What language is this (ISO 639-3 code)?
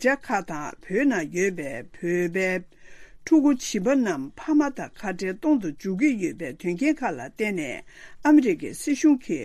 bod